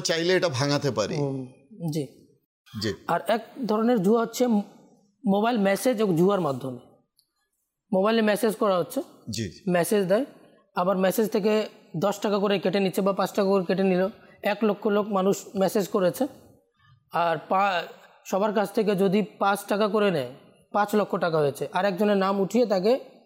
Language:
Bangla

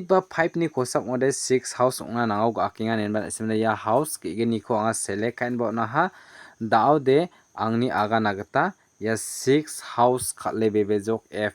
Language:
Garo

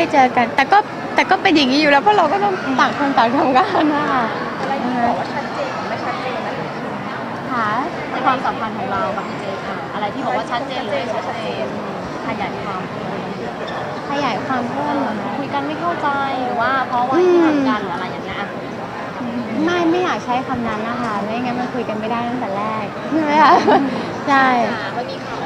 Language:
Thai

